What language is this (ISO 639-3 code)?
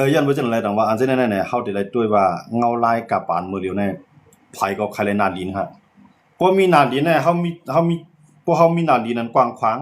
shn